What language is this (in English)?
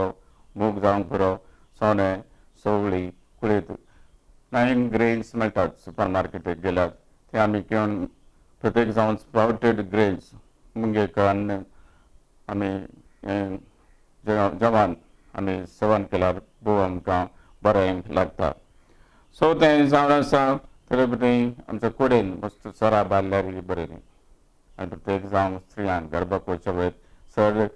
Konkani